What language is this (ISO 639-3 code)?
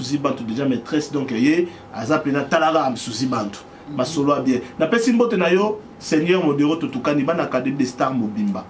lin